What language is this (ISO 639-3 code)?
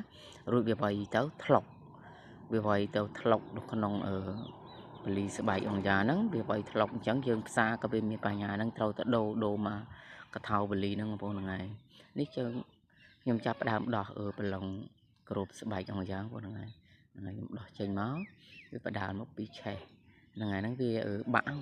khm